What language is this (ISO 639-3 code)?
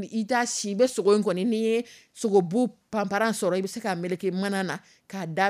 dyu